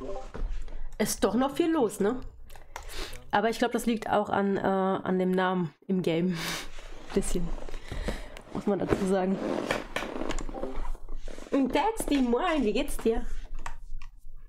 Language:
German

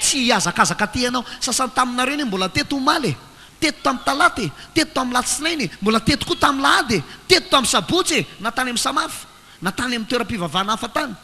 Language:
Malagasy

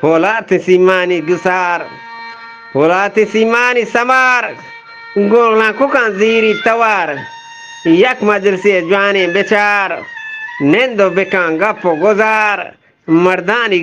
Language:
Eastern Balochi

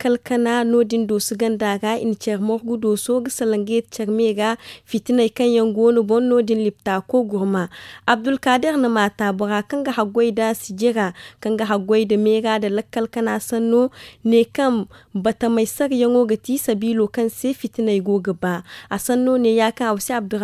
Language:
Zarma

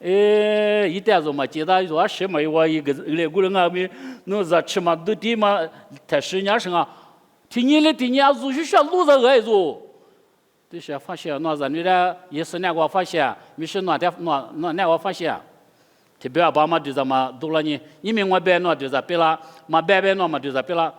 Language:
Lisu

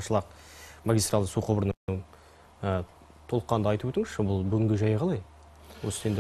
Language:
Kazakh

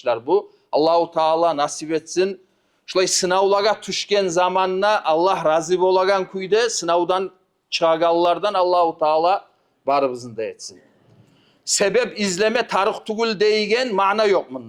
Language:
Kumyk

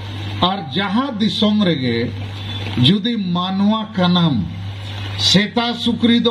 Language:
Santali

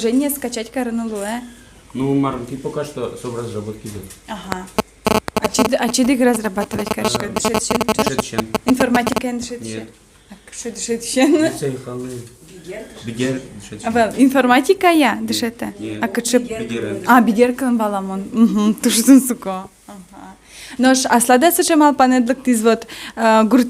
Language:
Udmurt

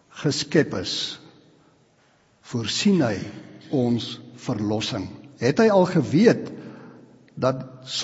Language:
Afrikaans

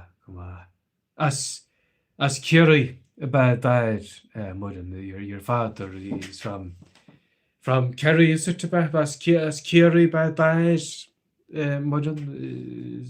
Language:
Irish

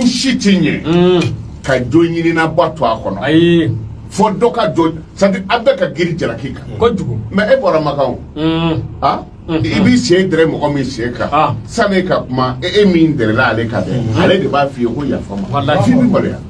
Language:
Bambara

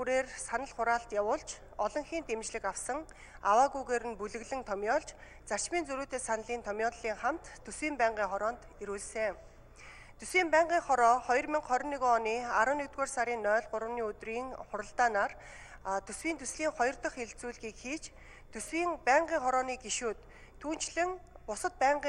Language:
Mongolian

